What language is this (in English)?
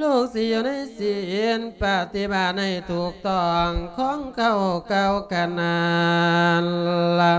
Lao